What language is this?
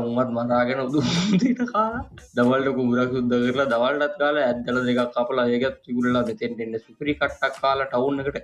Sinhala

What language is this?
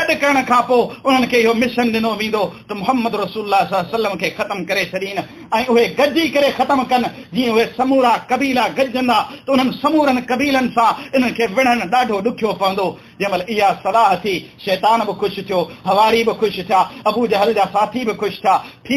Sindhi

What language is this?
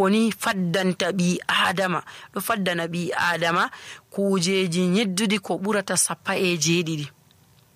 Nigerian Fulfulde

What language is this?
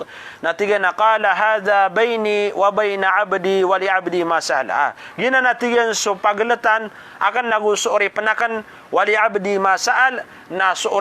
Maranao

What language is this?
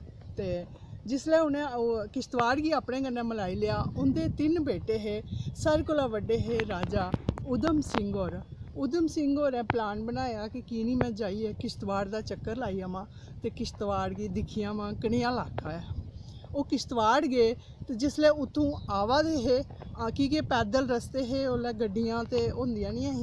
Dogri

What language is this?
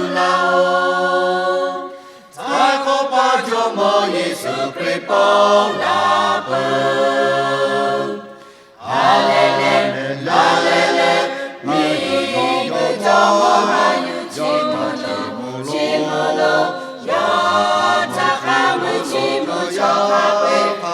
Lahu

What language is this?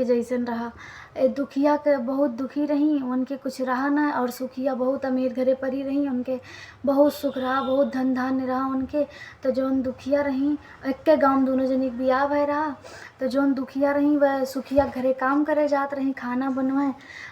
Awadhi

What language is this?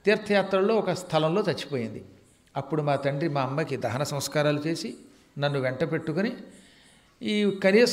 Telugu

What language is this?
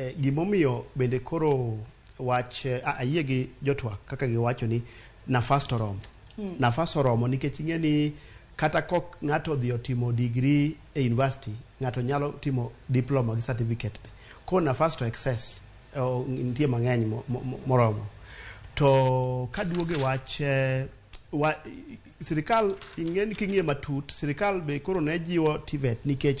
Luo (Kenya and Tanzania)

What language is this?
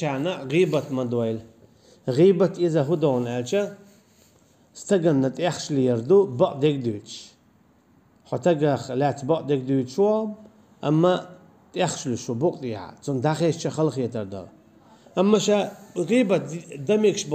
Chechen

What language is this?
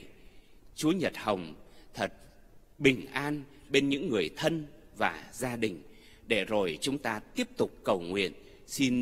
Vietnamese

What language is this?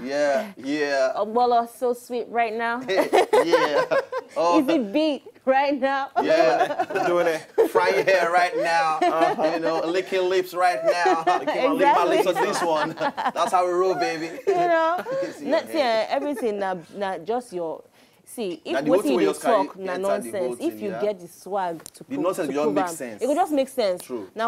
Nigerian Pidgin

